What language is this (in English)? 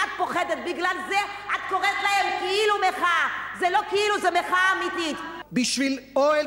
Hebrew